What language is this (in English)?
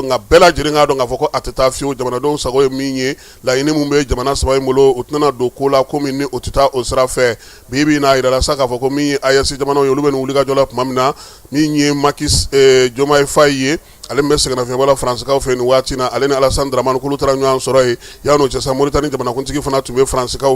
Bambara